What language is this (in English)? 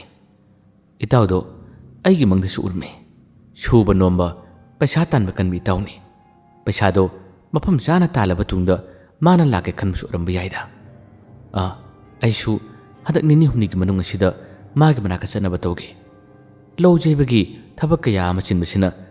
Manipuri